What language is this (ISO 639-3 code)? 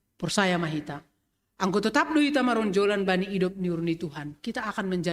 bts